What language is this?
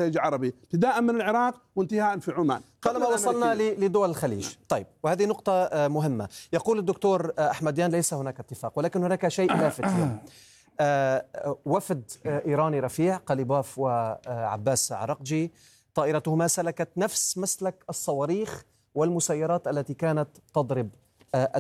Arabic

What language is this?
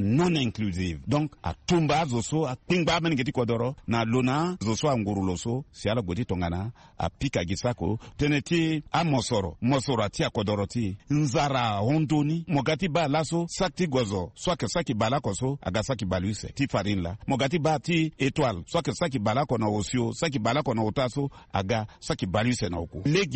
Sango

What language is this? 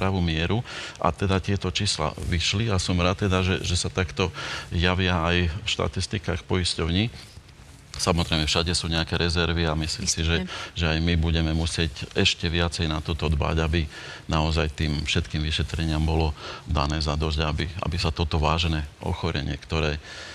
Slovak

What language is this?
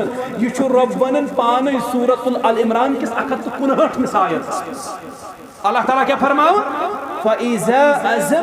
Kashmiri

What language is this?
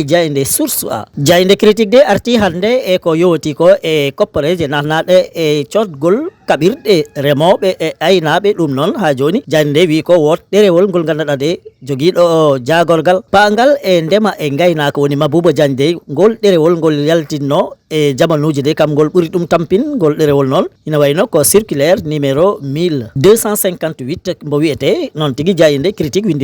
Fula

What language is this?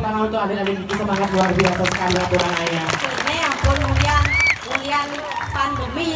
Balinese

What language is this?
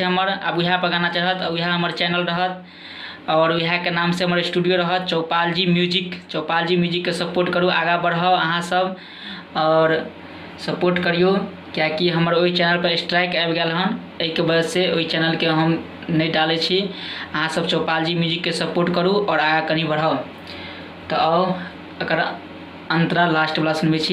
Maithili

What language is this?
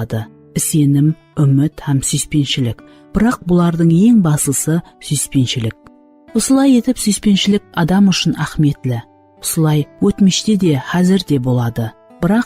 Kara-Kalpak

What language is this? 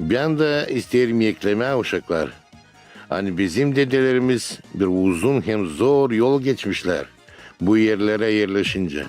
Gagauz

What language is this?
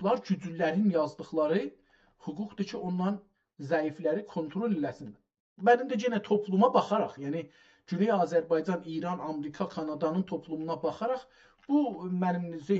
South Azerbaijani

